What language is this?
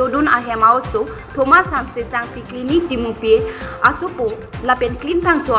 Karbi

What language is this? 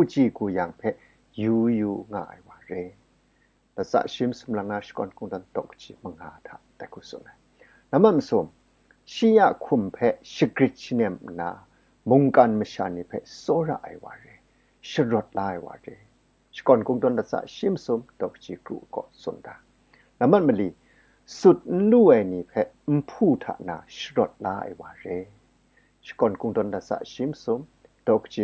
Kachin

